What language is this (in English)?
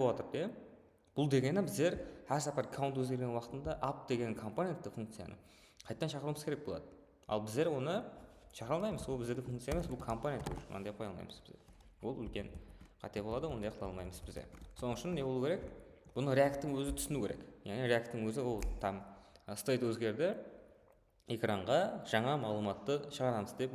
Kara-Kalpak